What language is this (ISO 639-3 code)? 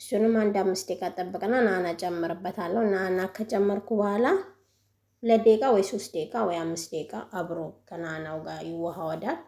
amh